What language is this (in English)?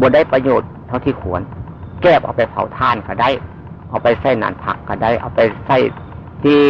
Northeastern Thai